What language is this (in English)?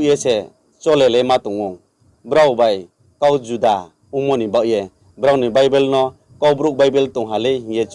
Riang (India)